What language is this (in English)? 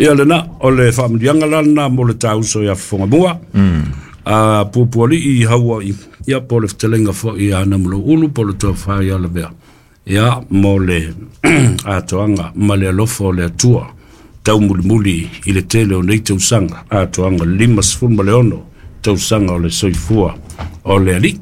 Samoan